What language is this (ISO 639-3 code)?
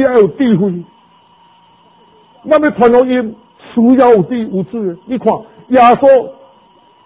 zho